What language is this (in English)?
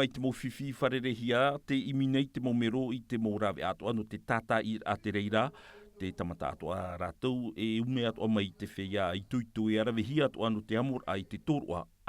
Tahitian